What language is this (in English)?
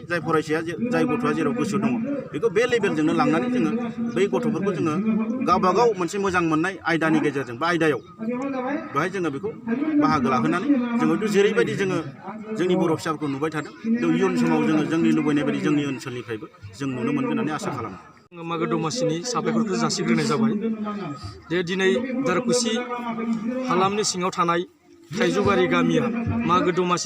Bodo